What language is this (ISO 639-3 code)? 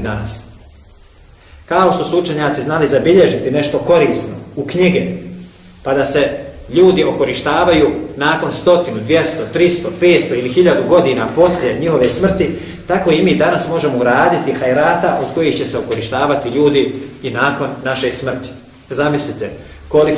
bos